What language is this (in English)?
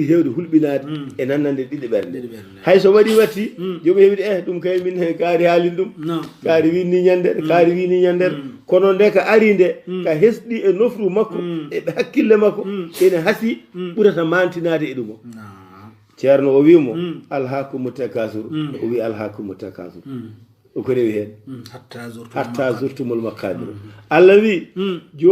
Fula